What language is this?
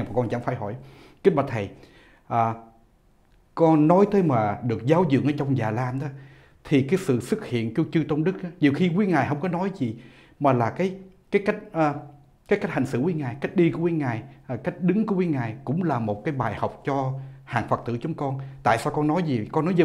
Vietnamese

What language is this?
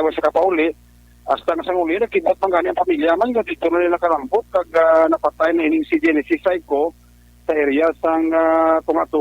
Hiligaynon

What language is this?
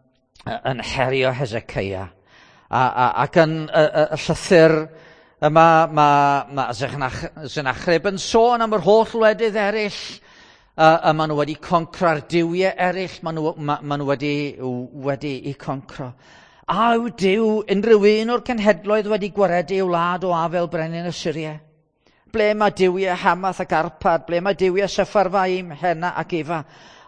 Welsh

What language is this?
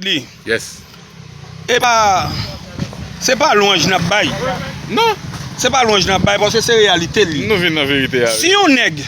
Haitian Creole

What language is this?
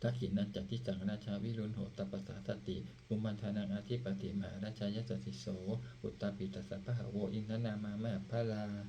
Pali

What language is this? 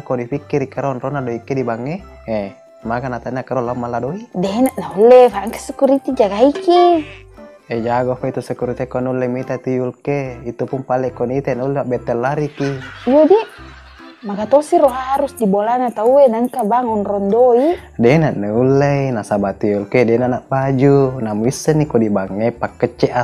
Buginese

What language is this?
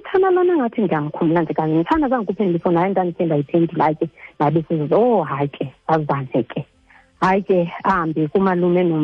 Xhosa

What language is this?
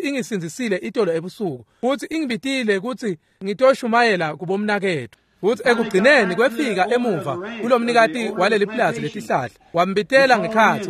Swati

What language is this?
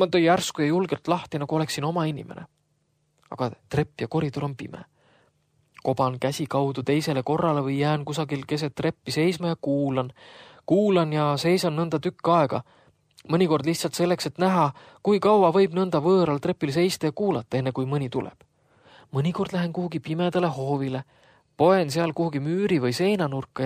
Estonian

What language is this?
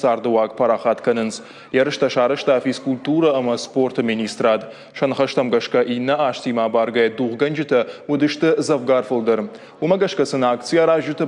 Ossetic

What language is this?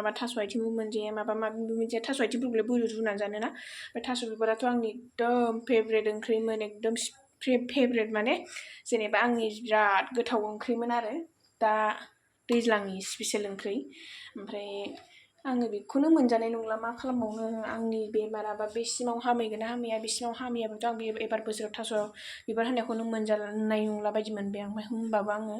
Bodo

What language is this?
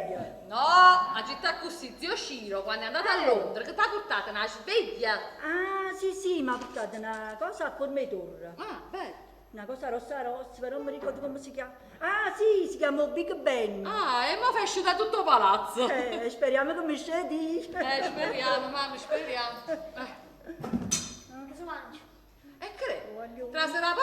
Neapolitan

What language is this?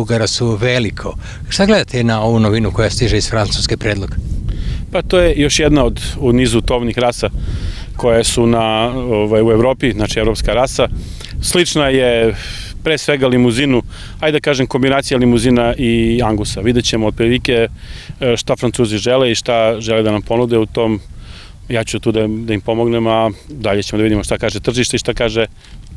Serbian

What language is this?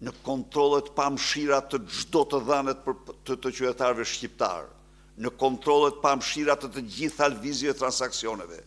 Albanian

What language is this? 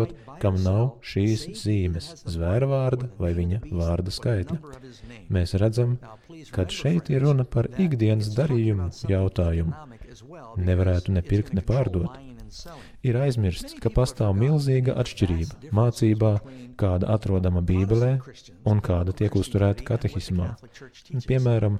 Latvian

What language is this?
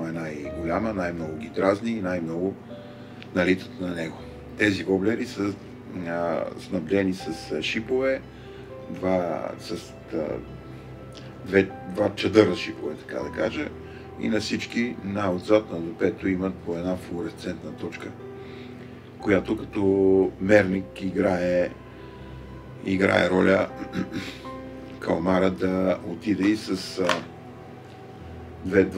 Bulgarian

